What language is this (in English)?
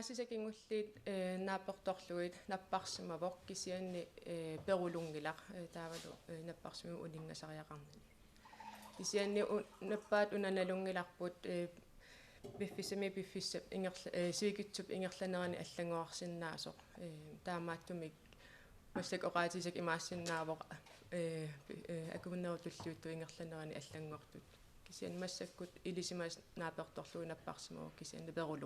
Kalaallisut